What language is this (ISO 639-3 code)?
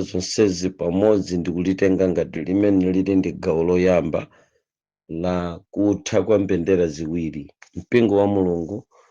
nya